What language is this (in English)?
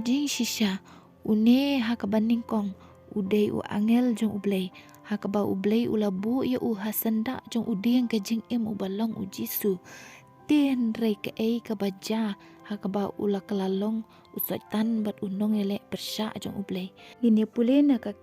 Khasi